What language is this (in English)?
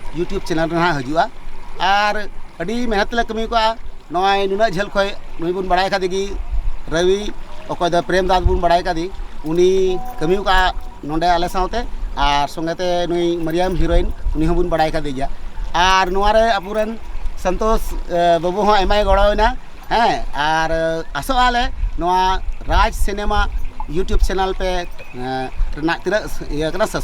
Santali